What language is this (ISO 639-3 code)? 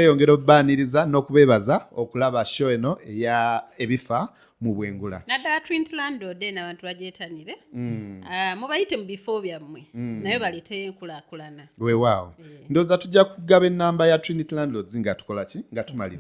lug